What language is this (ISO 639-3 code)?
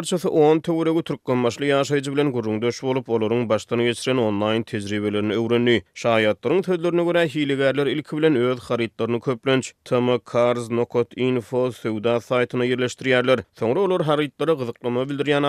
tuk